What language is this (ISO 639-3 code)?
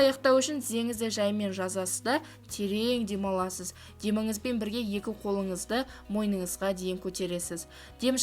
kaz